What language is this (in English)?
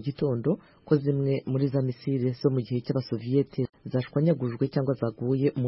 Kinyarwanda